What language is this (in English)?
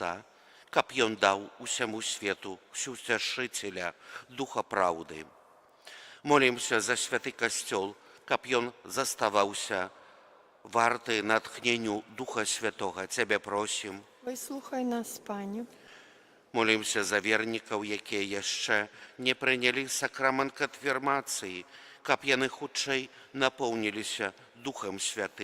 Belarusian